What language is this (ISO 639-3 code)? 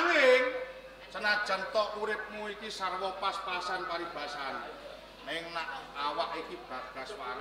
jav